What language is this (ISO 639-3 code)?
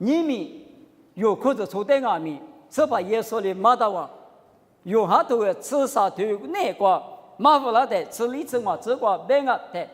lis